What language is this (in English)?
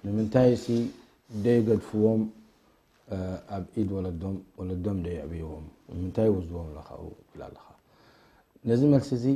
Tigrinya